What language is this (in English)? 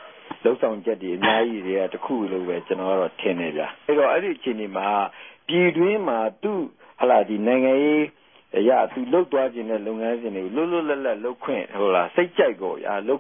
Burmese